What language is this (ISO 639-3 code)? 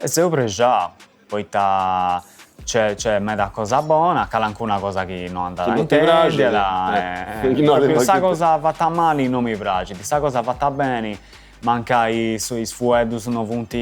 srd